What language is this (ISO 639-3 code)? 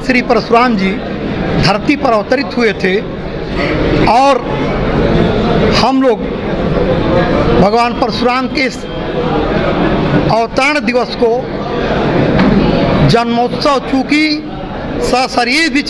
hin